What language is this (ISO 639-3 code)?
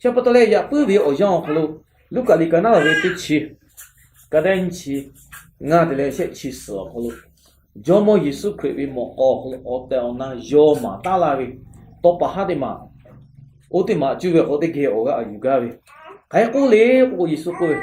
lhu